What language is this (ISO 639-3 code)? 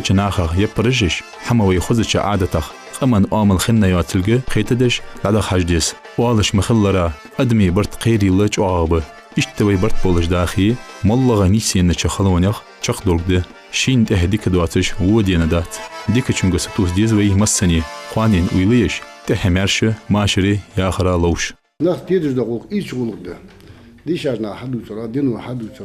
inh